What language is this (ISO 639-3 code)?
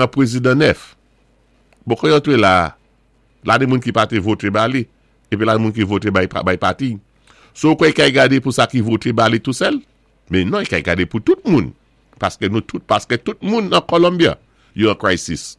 acf